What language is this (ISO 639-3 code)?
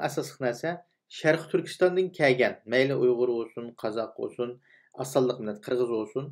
uig